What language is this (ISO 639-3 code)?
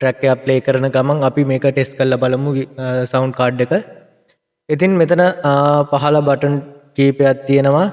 sin